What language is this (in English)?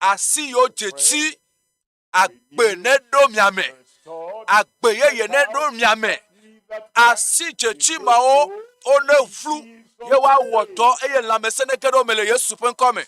Ewe